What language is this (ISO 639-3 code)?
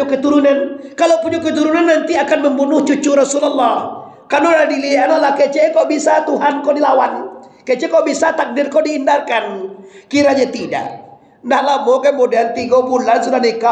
min